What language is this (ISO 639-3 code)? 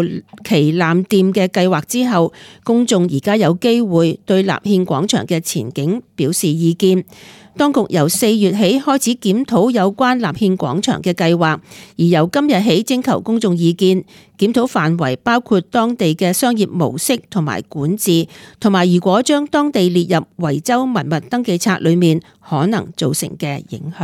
yue